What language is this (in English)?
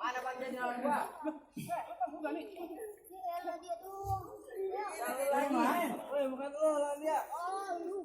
Betawi